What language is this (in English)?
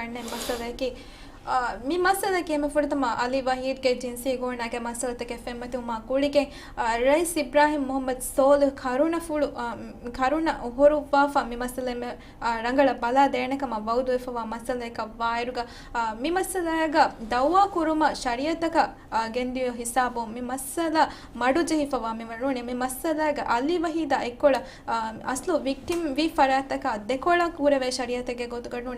Divehi